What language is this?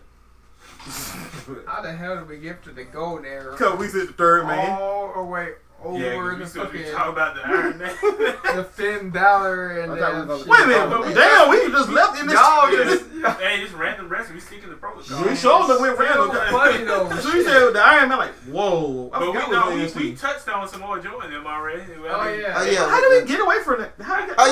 English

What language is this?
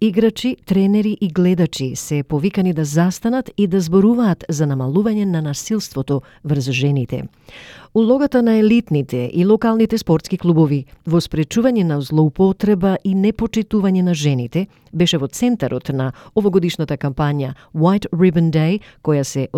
Macedonian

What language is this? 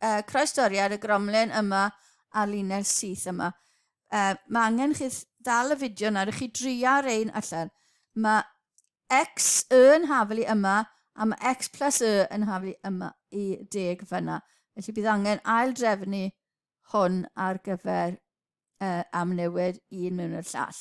Welsh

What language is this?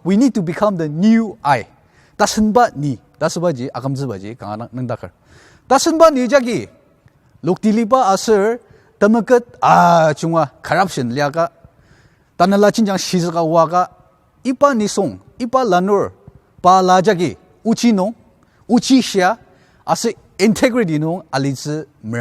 Ao Naga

